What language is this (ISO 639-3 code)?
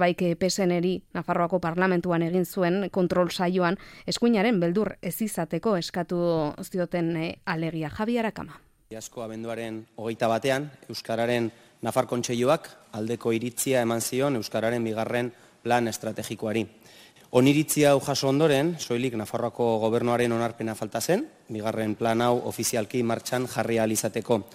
eus